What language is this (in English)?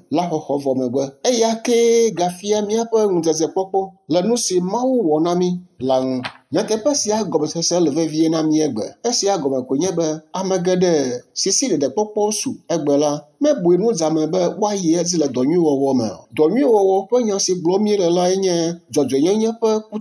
Ewe